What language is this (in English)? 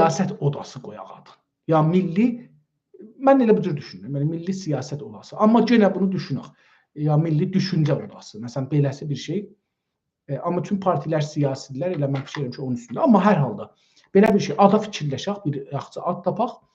South Azerbaijani